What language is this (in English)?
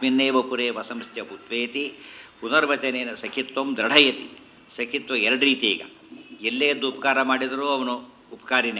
Kannada